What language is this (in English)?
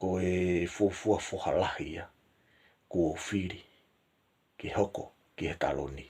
Tongan